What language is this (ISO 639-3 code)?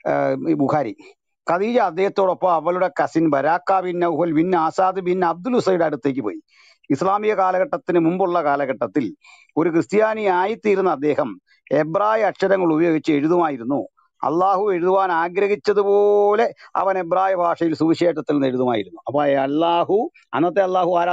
mal